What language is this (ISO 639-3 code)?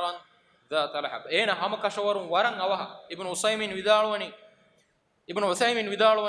div